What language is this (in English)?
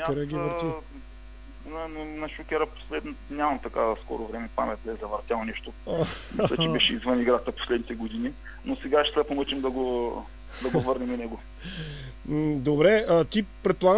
Bulgarian